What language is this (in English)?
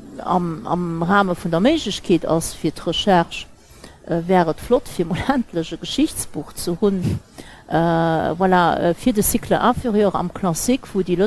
Luxembourgish